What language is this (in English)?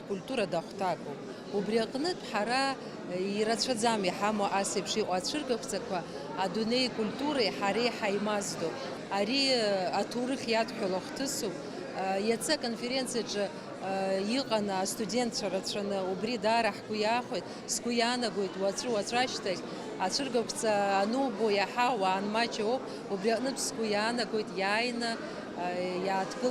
Abkhazian